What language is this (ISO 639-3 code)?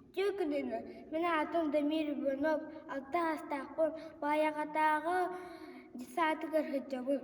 sah